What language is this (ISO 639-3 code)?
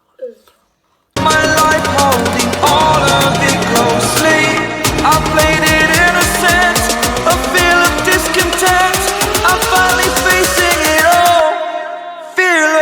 mni